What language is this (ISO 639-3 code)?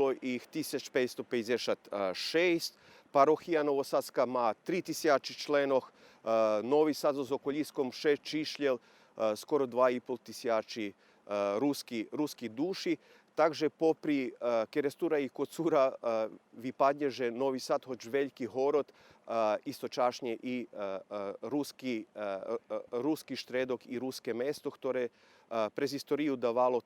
rue